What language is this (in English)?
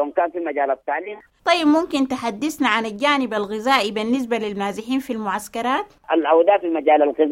Sudanese Arabic